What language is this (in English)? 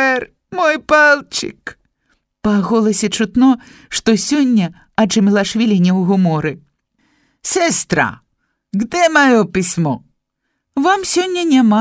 Belarusian